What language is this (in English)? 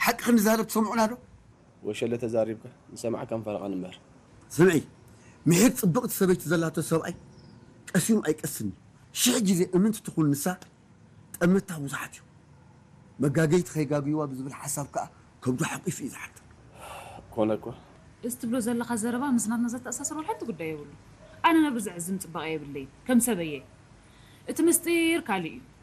Tigrinya